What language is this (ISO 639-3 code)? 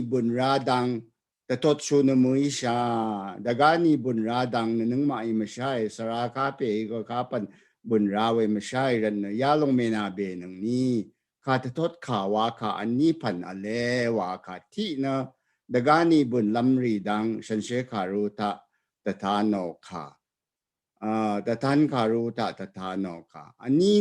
raw